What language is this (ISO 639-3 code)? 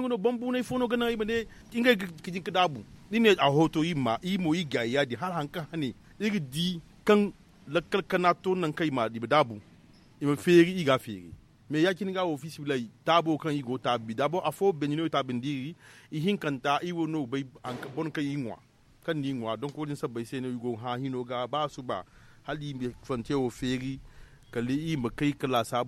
dje